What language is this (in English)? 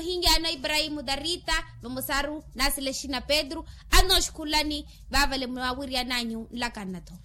Makhuwa